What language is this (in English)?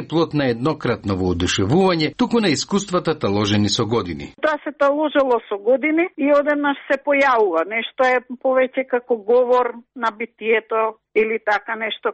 Macedonian